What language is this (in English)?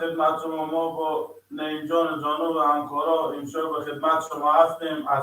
Persian